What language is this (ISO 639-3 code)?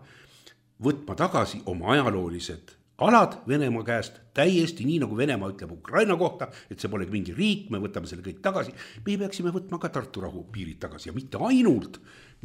est